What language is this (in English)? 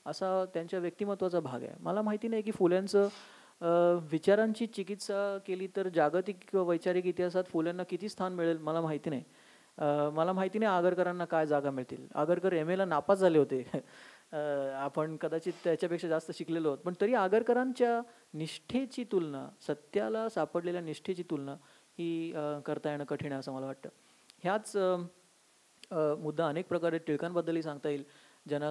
Marathi